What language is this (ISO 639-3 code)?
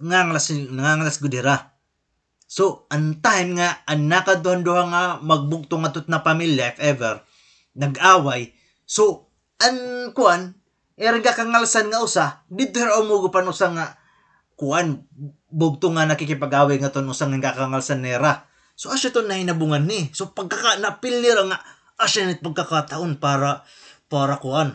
war